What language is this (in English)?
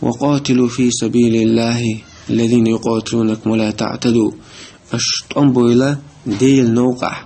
Chechen